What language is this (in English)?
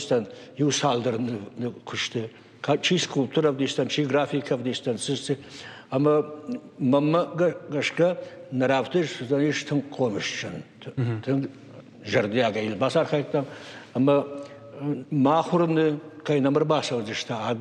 Ossetic